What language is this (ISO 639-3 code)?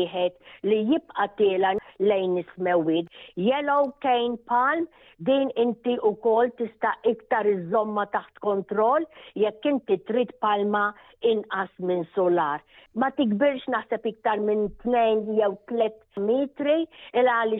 mlt